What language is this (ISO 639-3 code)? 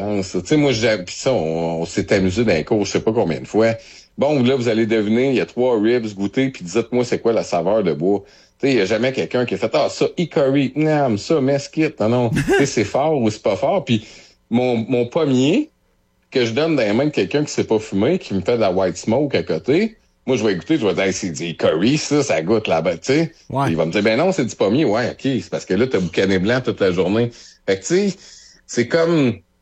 fra